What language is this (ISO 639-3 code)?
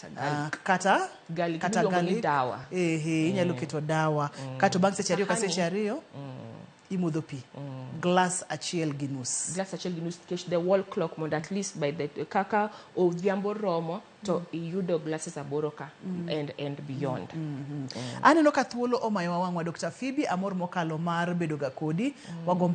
luo